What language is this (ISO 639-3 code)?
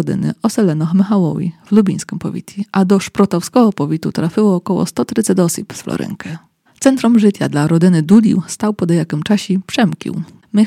rue